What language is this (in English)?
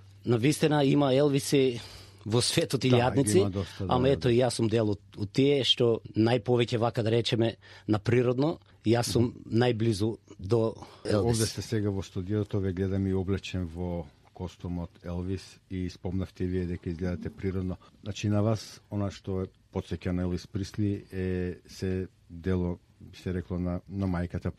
Macedonian